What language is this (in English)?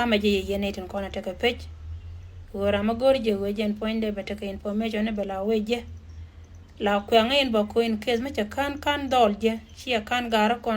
Nuer